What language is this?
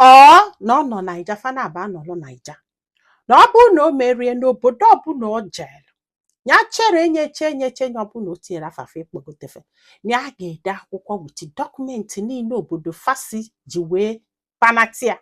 Igbo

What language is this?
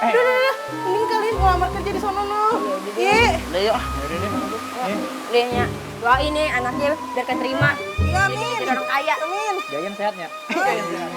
Betawi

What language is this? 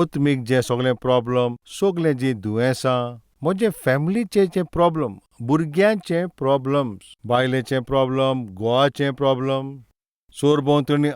Konkani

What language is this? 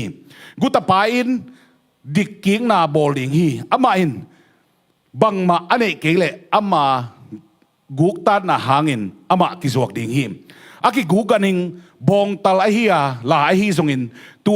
Tedim Chin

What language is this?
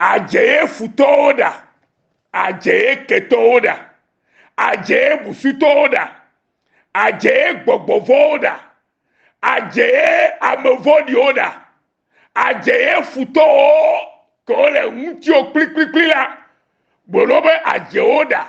Ewe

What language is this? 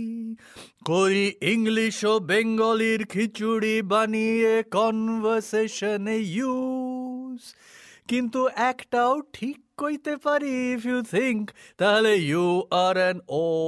Bangla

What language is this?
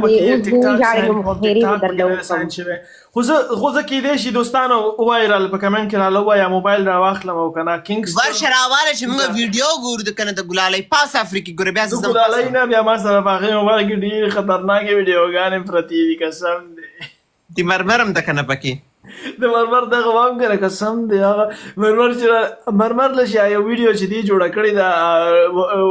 Pashto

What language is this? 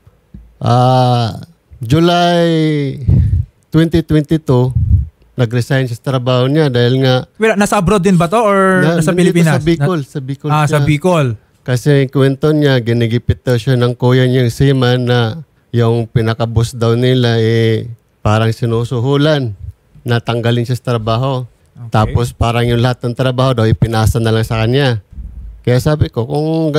Filipino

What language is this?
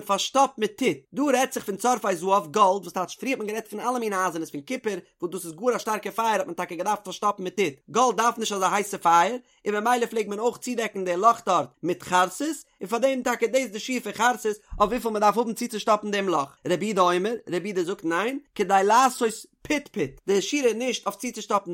Yiddish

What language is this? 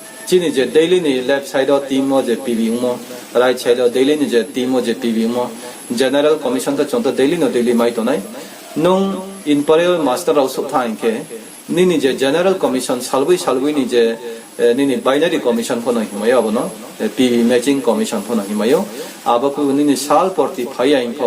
Riang (India)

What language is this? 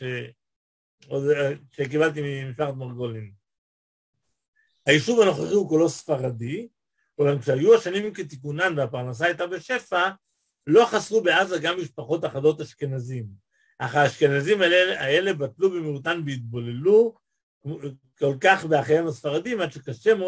Hebrew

